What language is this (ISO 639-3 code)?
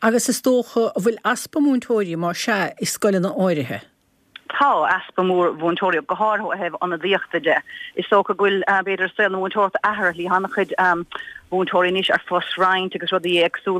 gle